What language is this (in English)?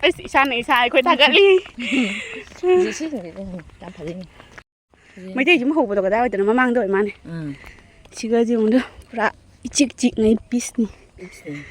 Manipuri